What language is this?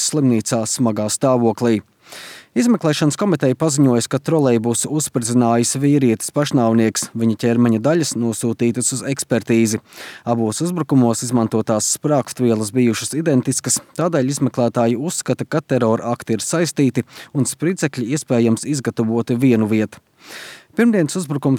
Latvian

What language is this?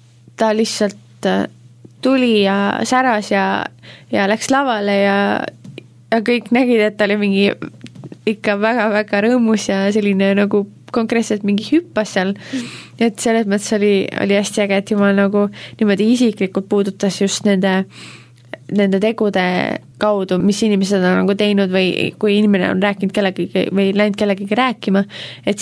Estonian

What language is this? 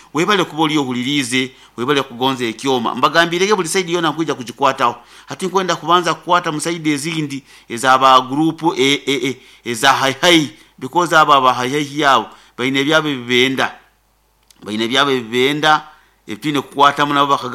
Nyoro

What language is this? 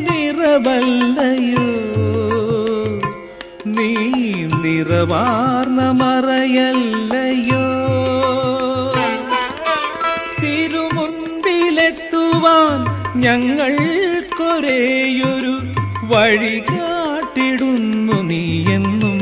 Malayalam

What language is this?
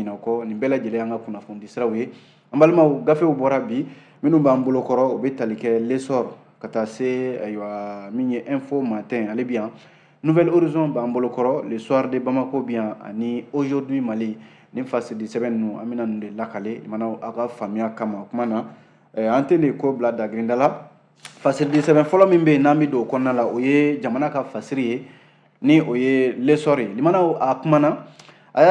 Bambara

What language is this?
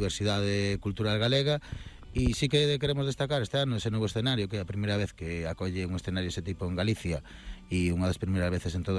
Galician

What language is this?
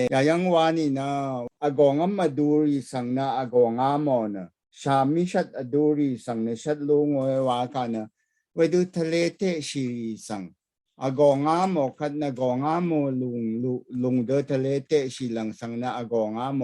Rawang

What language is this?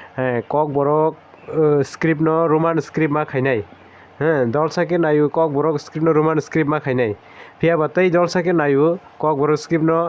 Kok Borok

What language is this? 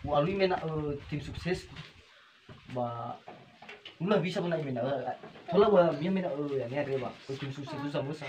Nias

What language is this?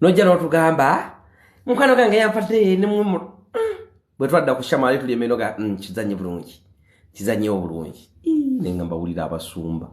Ganda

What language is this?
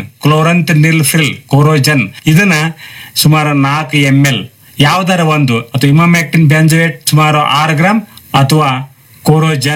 Kannada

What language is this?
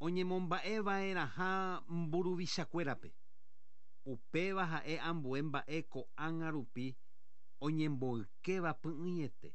Guarani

